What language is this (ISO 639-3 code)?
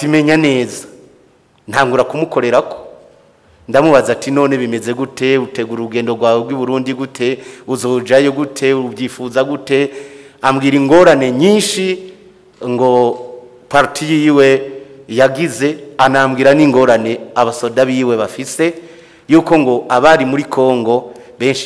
run